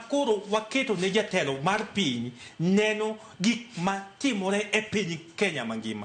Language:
Luo (Kenya and Tanzania)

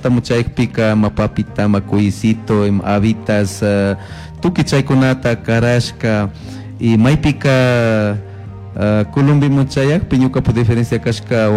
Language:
Chimborazo Highland Quichua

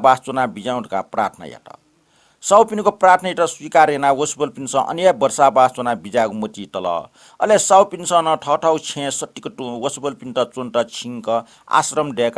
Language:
Newari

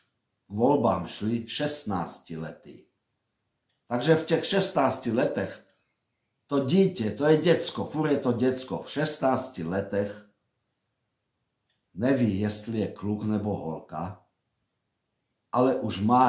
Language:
Czech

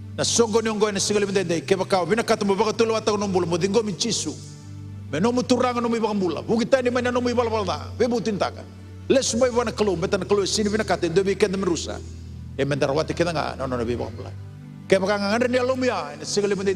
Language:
Fijian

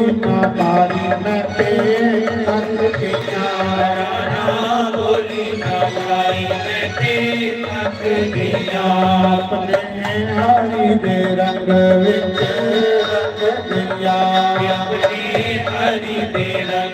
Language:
Dogri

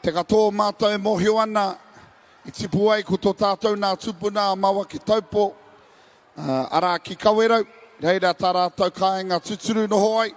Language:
Māori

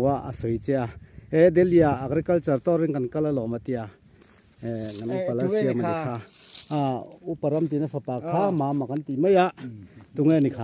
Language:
Mizo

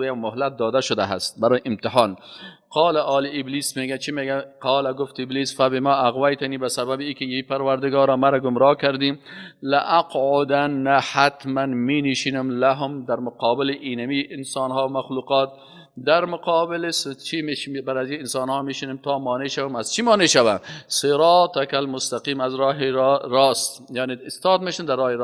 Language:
Persian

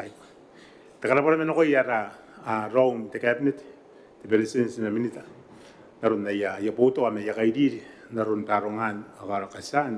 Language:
Gilbertese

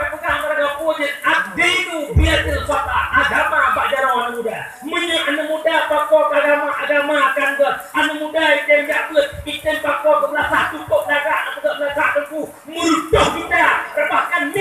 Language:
Achinese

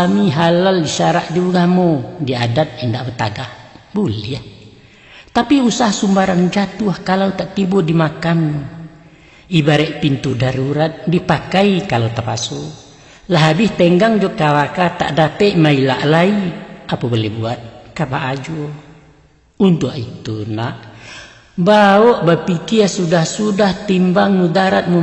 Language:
Minangkabau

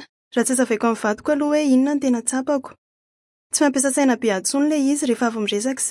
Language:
Malagasy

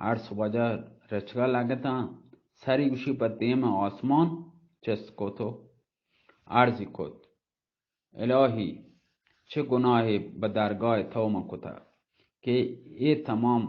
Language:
Baluchi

